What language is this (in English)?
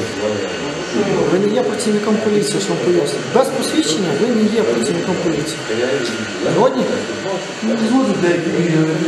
Ukrainian